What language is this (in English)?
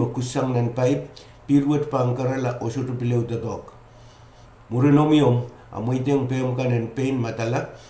Pohnpeian